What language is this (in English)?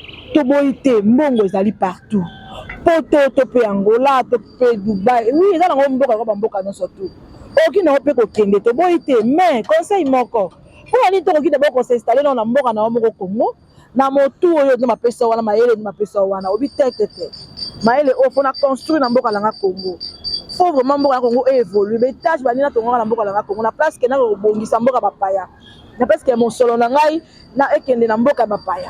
Lingala